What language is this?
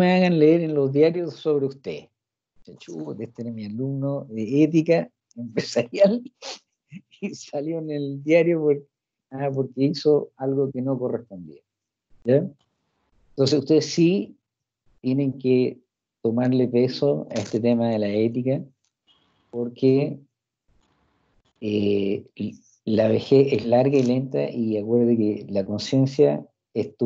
Spanish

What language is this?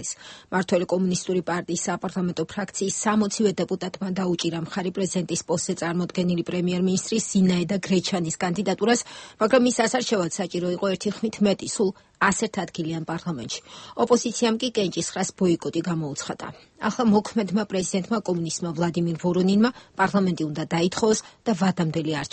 Georgian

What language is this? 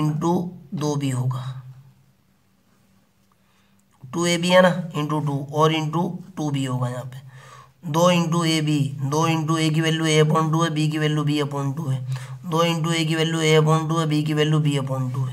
Hindi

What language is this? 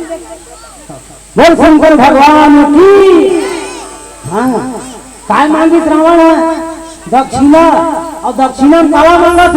Chhattisgarhi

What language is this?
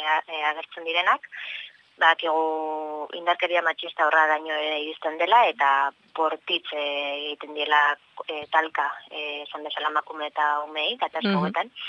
Basque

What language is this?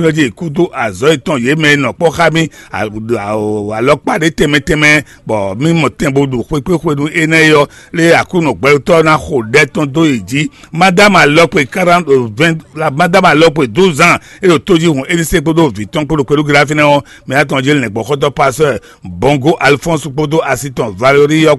Fon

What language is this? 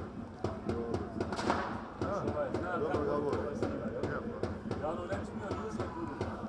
Croatian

